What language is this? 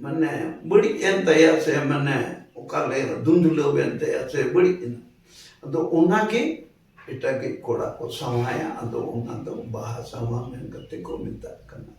Santali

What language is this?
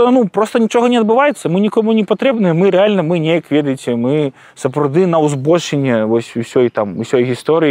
Belarusian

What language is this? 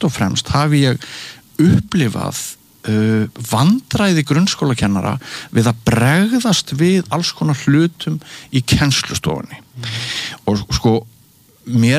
Icelandic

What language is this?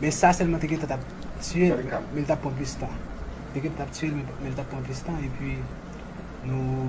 Haitian Creole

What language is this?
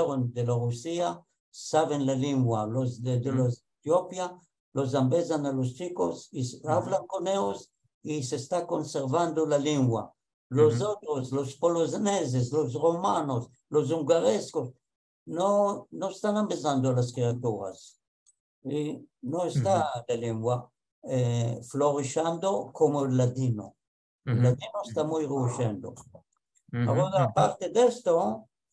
Ladino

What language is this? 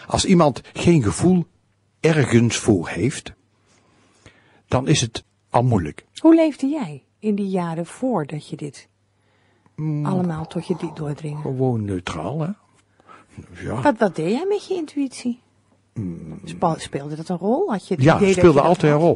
Dutch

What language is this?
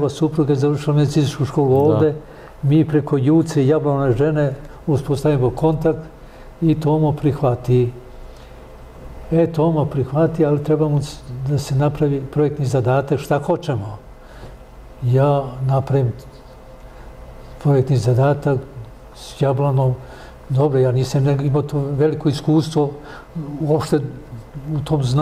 Serbian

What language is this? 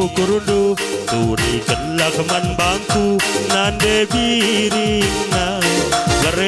Batak Karo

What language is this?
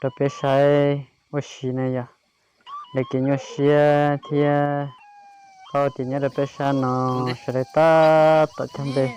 Hmong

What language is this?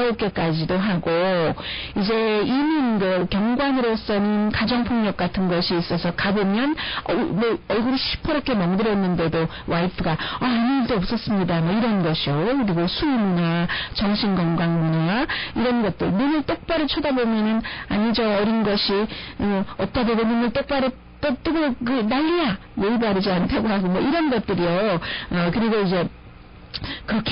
Korean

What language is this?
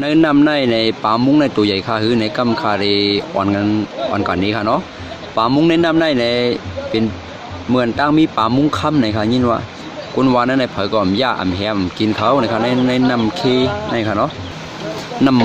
Shan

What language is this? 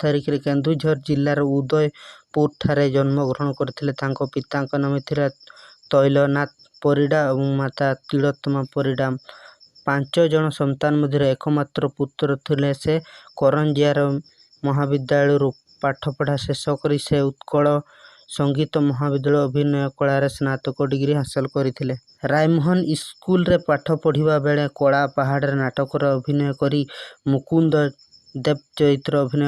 Odia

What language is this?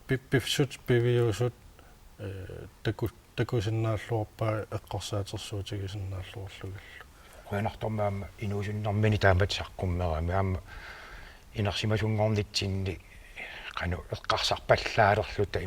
Kalaallisut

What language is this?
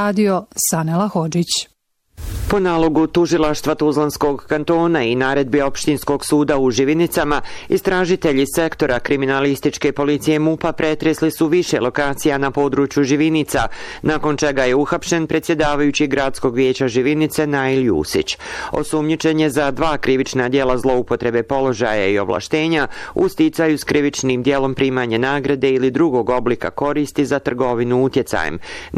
Bosnian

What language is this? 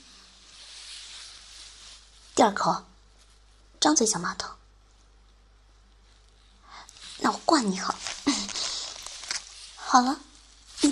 Chinese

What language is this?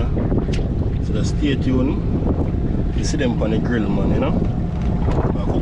Jamaican Creole English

